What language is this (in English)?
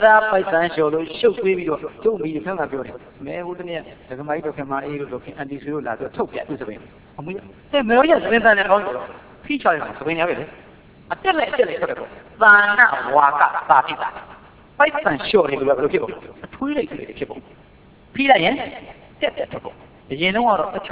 Burmese